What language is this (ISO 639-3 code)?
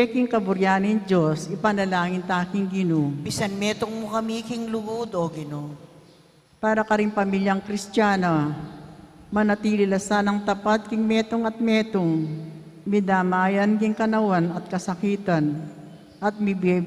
pam